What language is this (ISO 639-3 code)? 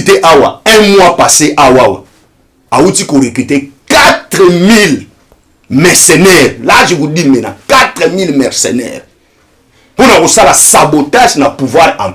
lin